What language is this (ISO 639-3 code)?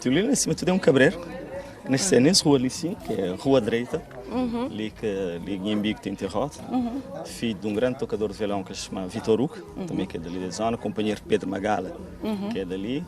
kea